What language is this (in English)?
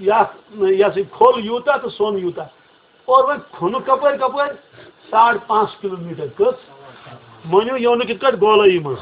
Kashmiri